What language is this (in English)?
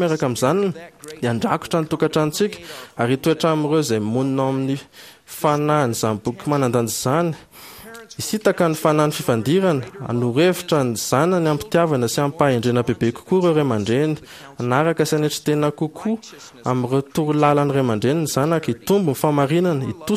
Malagasy